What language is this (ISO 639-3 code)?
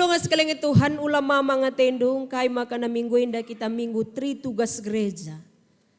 btx